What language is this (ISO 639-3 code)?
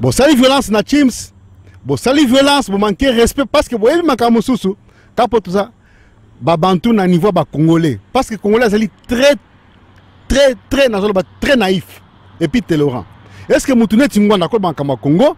lin